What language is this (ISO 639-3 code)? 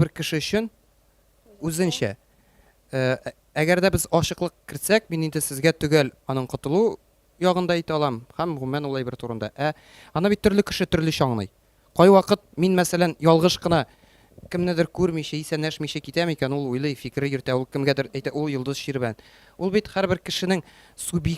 tat